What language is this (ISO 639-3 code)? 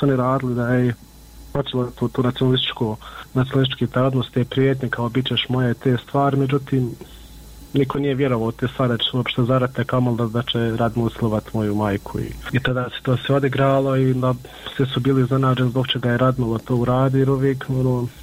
bos